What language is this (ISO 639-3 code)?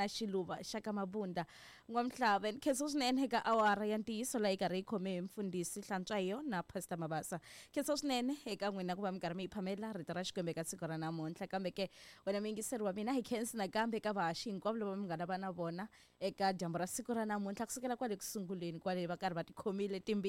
tso